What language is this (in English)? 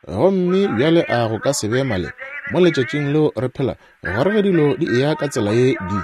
Northern Sotho